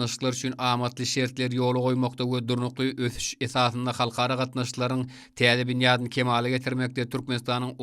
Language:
Turkmen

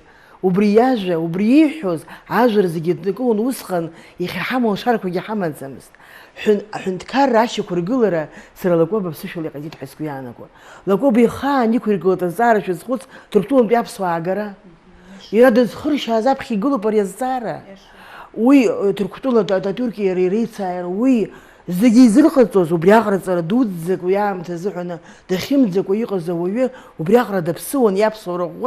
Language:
Abkhazian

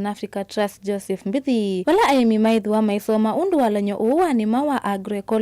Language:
Kamba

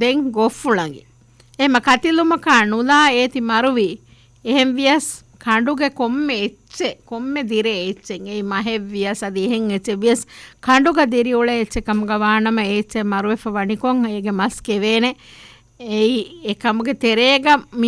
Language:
Divehi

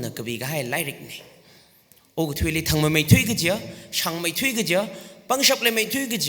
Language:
Tangkhul Naga (India)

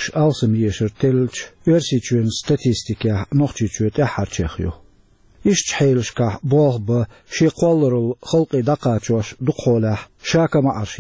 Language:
Chechen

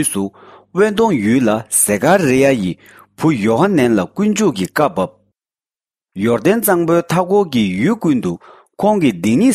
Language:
Tibetan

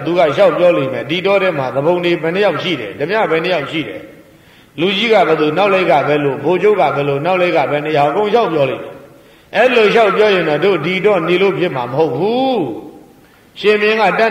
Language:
Burmese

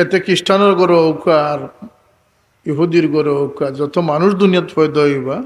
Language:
Sylheti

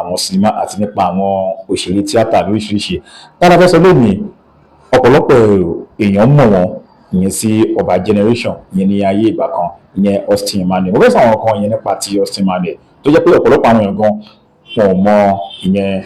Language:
Yoruba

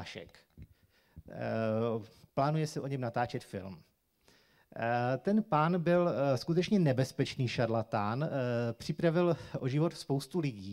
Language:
Czech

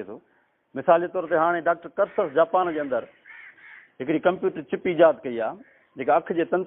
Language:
Sindhi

